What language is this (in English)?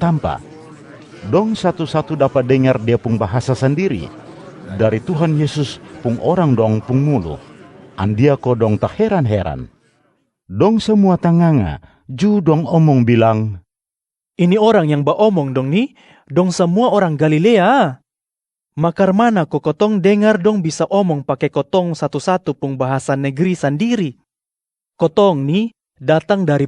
Kupang Malay